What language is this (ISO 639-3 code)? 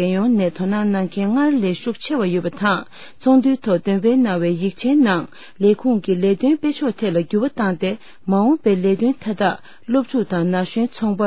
bod